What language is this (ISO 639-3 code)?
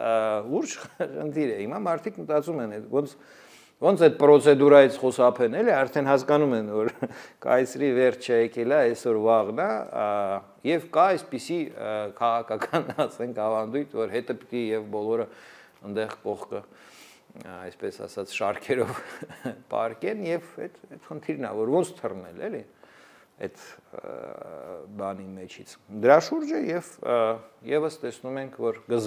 hye